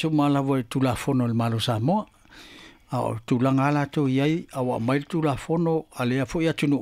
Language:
Samoan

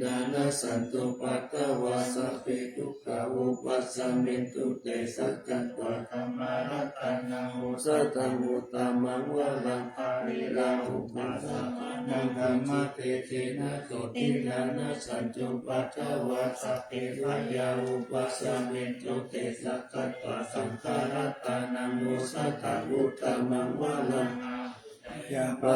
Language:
Pali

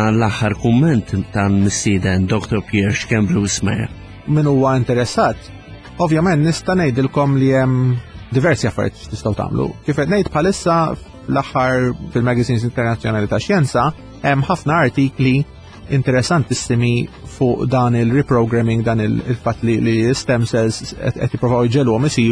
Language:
Maltese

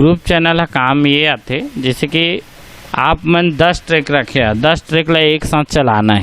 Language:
Chhattisgarhi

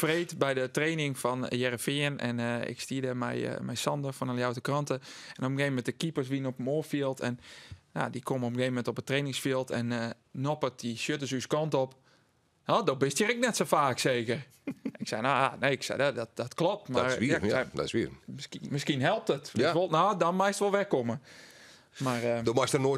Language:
Western Frisian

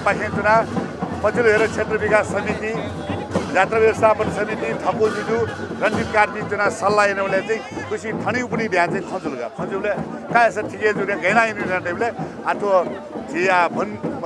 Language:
Newari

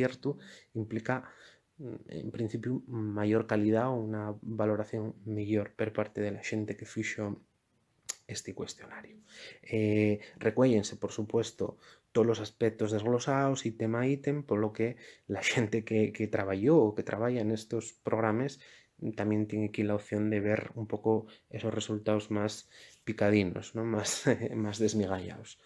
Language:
Asturian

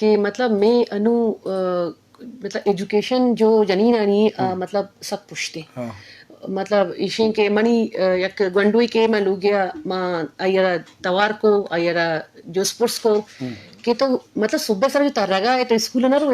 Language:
Baluchi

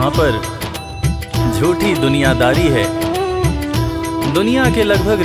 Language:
Hindi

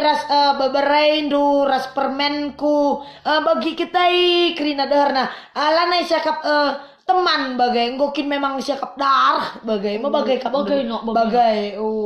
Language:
Batak Karo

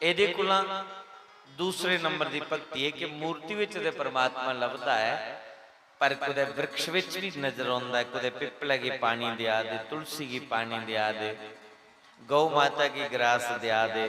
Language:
Dogri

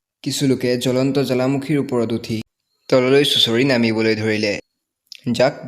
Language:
Assamese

